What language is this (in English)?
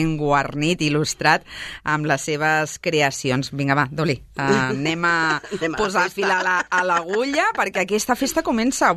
Catalan